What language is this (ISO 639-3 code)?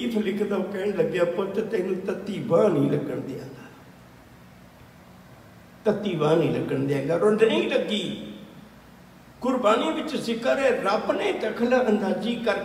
pan